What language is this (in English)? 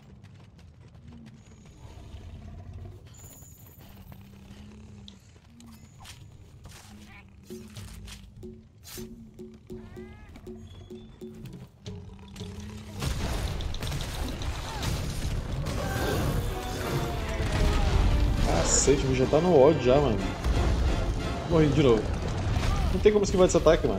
Portuguese